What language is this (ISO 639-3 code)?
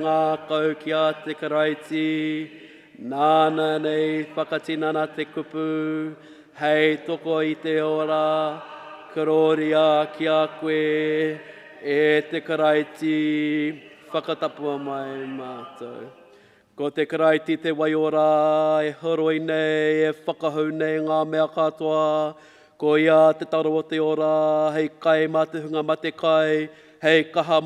mri